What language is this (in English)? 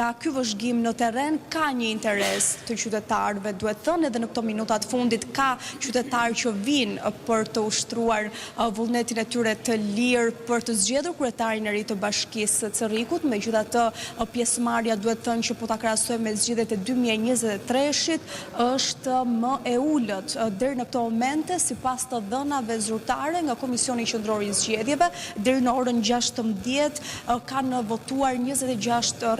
Albanian